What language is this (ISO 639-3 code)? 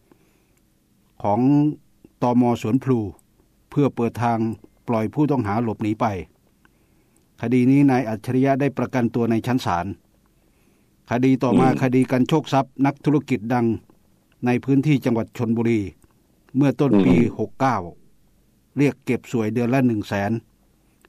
tha